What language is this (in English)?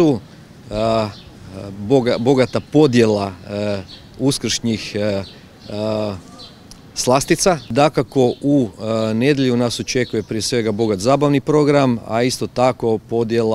Croatian